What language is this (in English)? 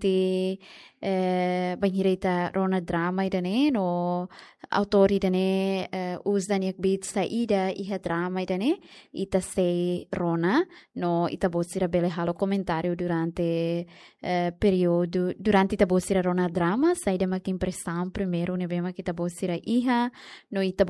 Tetum